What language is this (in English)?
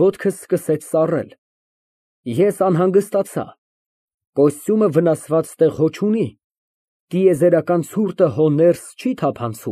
Armenian